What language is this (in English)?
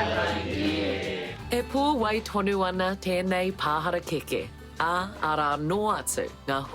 Māori